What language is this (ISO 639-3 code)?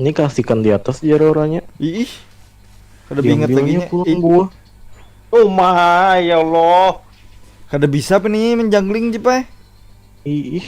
bjn